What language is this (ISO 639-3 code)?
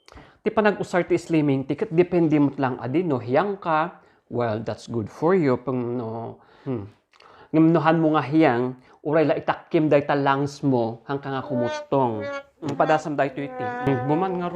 ilo